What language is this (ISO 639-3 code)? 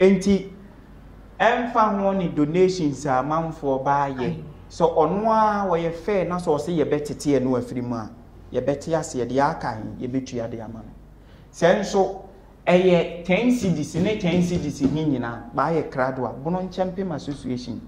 aka